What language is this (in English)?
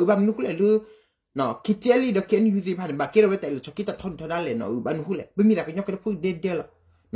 S'gaw Karen